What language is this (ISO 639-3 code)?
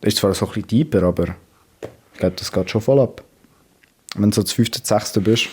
gsw